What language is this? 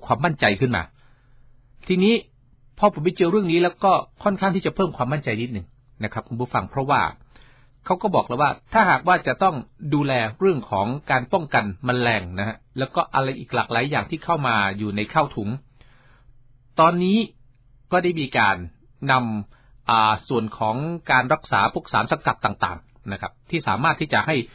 Thai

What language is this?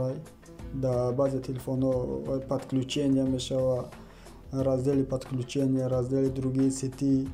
Tajik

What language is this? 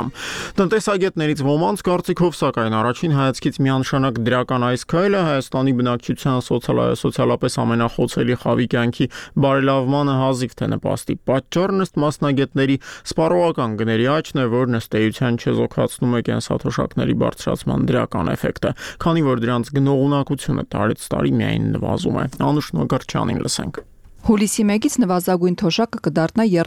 Armenian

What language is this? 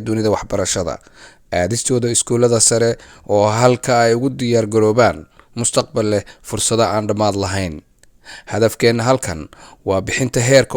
Somali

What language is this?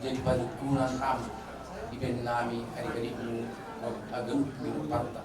Batak Simalungun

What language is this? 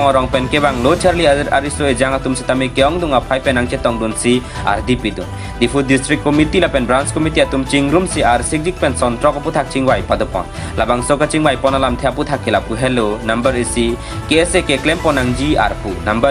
Karbi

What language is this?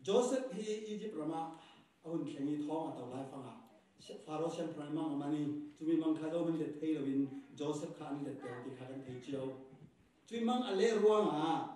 Falam Chin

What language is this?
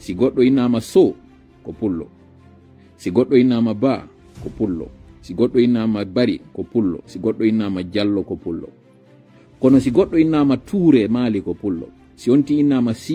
Fula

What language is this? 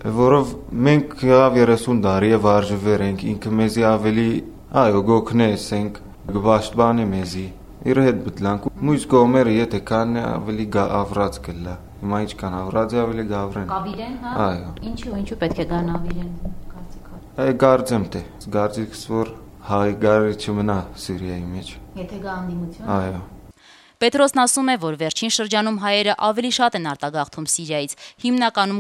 Armenian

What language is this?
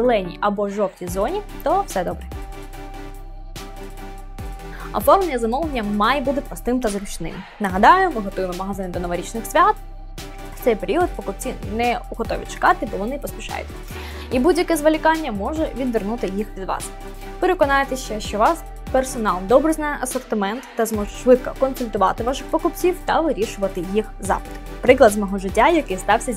Ukrainian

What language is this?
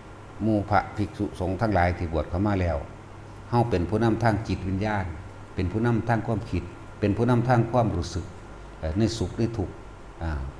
Northeastern Thai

